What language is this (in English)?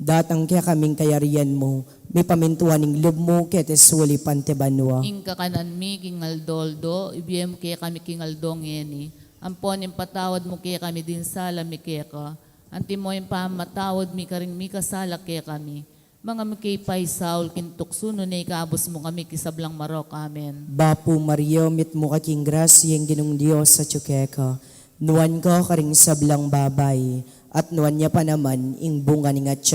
Pampanga